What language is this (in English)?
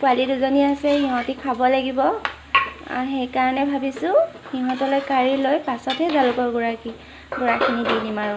Assamese